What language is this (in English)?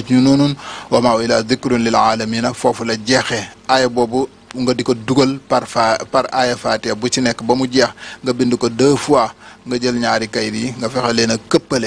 Wolof